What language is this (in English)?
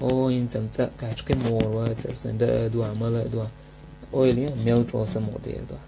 Chechen